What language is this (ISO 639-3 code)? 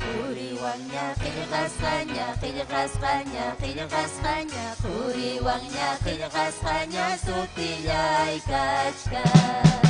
quy